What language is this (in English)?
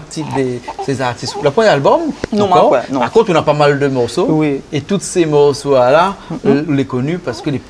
Réunion Creole French